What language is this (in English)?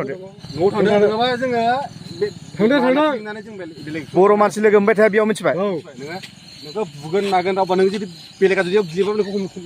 Bodo